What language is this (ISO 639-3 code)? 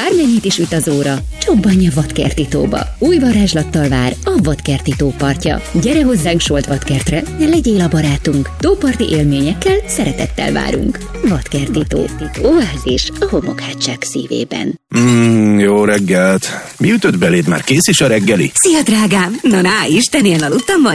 hun